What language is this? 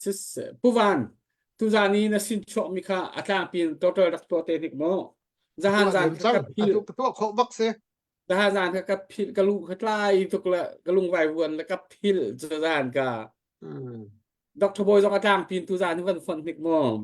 Hakha Chin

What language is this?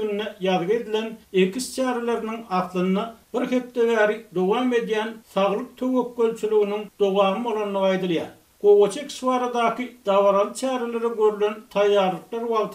Turkmen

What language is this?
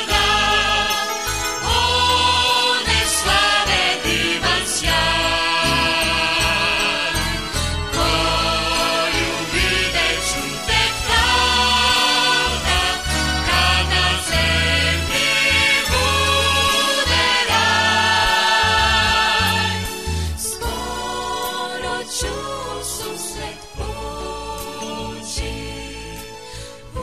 Serbian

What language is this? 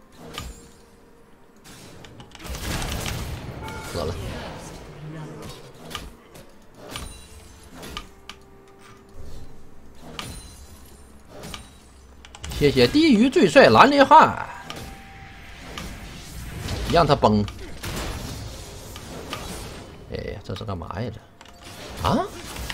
Chinese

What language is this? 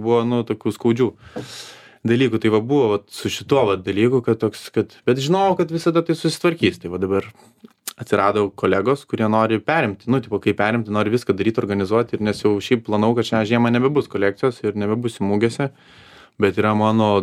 Lithuanian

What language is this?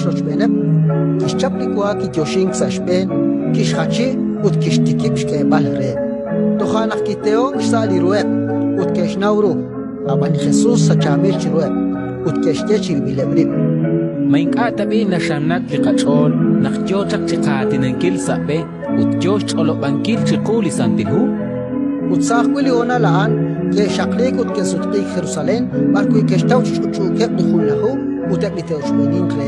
Kekchí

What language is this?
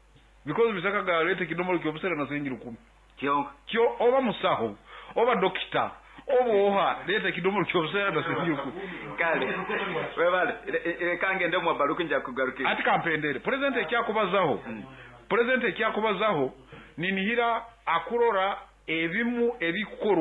Nyoro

